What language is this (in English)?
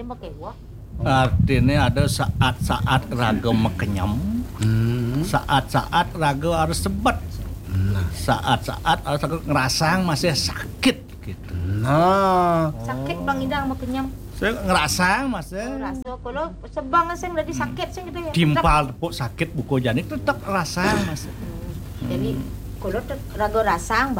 Balinese